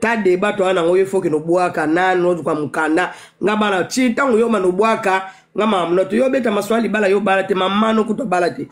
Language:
Lingala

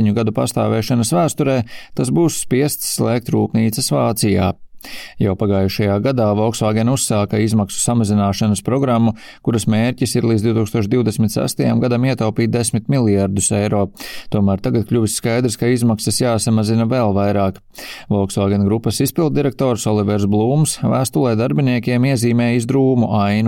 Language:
Latvian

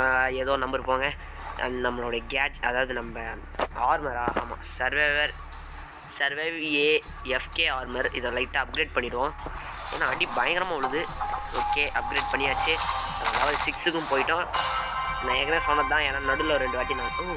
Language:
Tamil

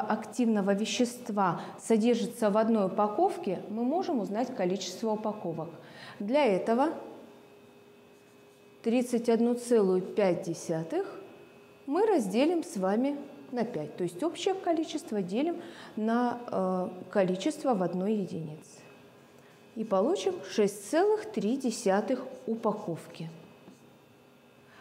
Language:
Russian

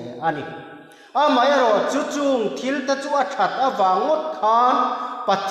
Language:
Mizo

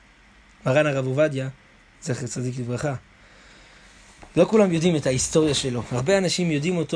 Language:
Hebrew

